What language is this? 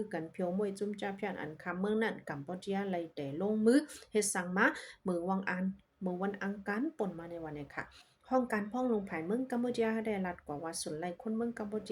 Shan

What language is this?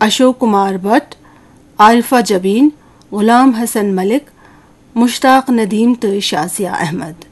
Kashmiri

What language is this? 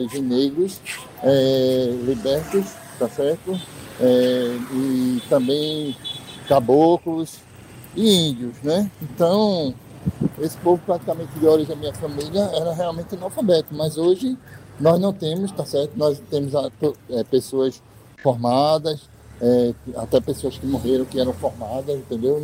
Portuguese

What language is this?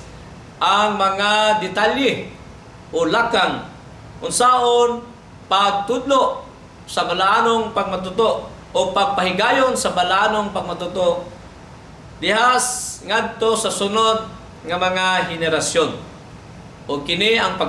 Cebuano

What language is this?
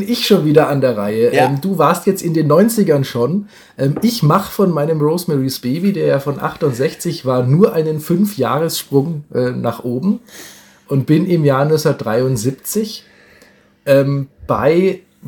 German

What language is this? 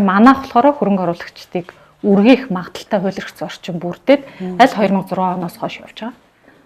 Mongolian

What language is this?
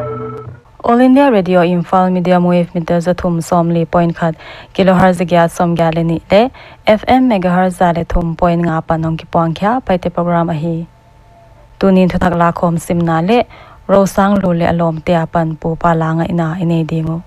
Paite Chin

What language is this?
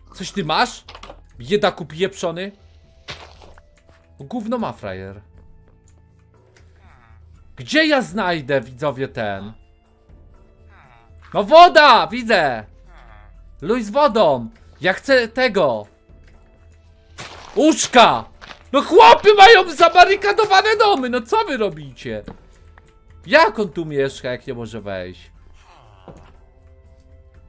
Polish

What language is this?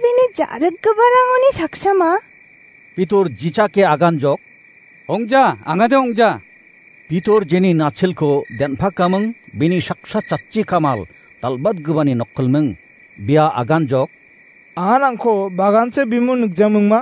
Garo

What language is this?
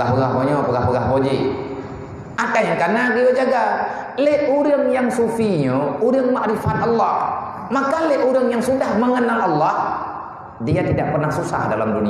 Achinese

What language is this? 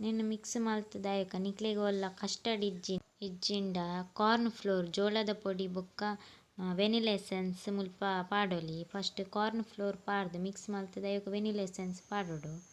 Tulu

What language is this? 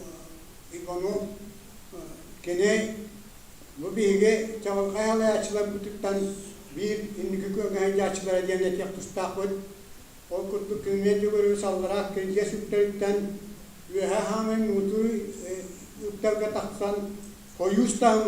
Yakut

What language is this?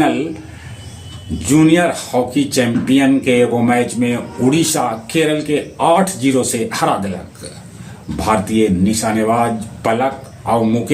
Magahi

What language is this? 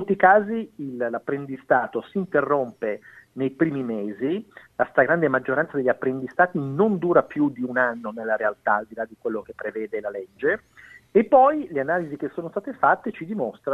Italian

